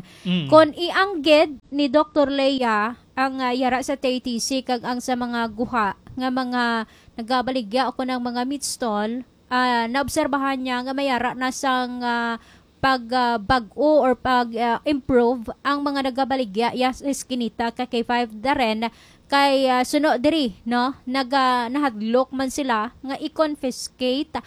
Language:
Hiligaynon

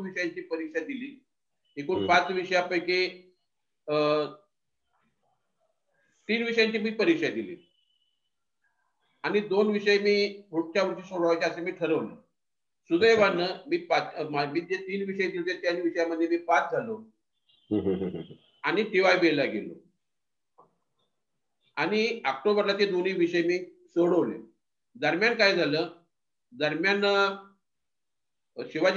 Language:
Marathi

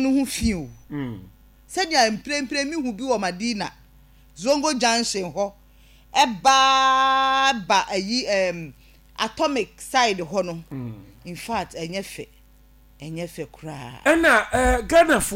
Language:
Akan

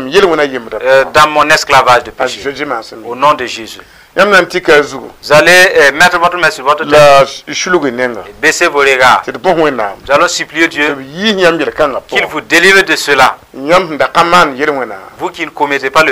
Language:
Mossi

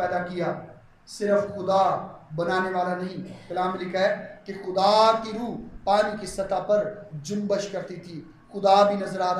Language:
Urdu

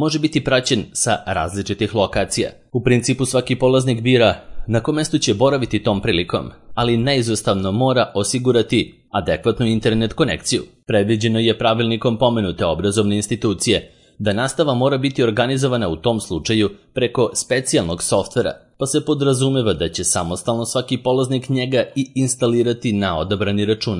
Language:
Serbian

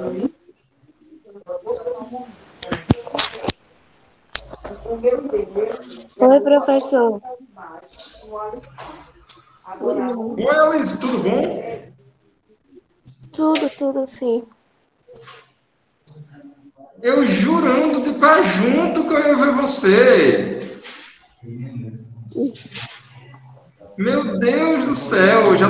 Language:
Portuguese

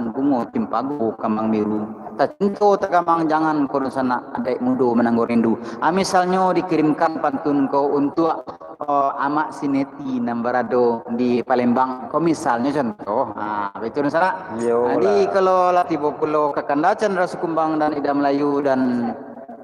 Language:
Minangkabau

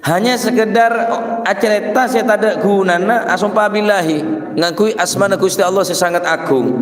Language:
Madurese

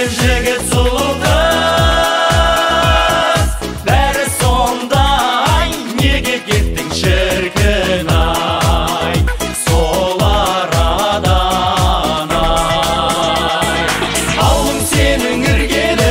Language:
Kazakh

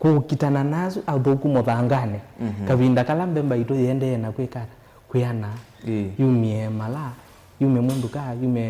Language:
Kamba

